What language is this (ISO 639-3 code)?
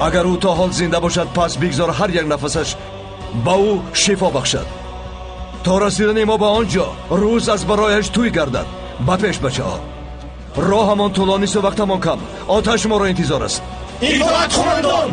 tgk